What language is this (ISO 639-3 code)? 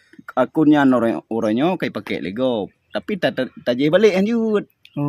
ace